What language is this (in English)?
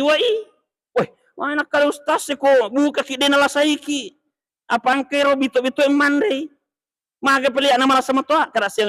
Buginese